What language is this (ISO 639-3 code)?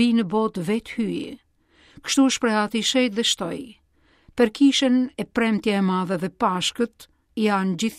sqi